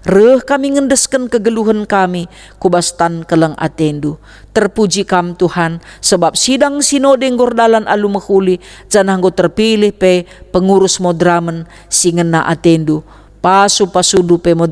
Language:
Batak Karo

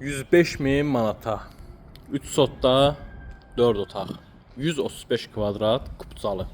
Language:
Azerbaijani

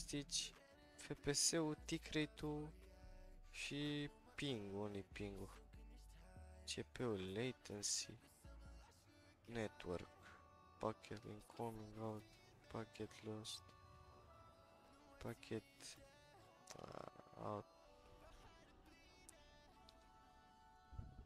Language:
Romanian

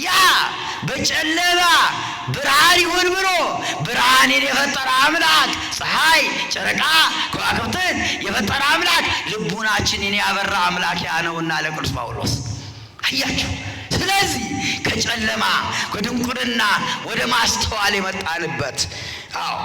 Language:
Amharic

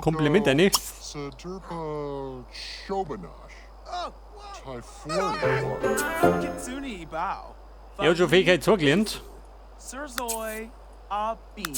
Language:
Bavarian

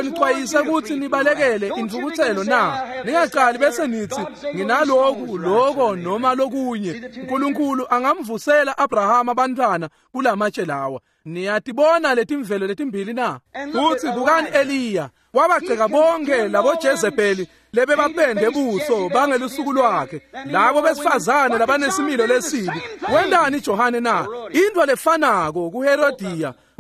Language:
Swati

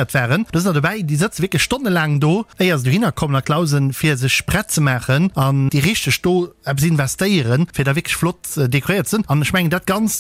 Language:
Luxembourgish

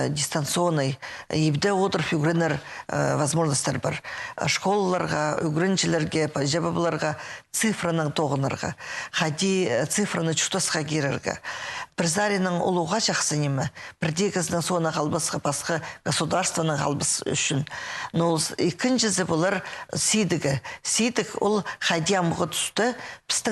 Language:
Khakas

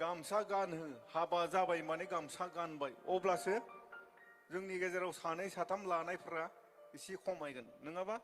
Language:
Bodo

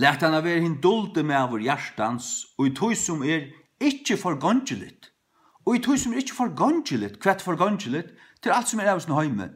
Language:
Faroese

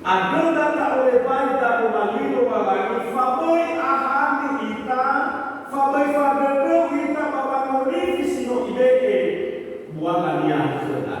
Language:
Nias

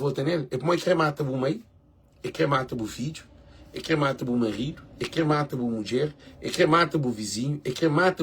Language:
Kabuverdianu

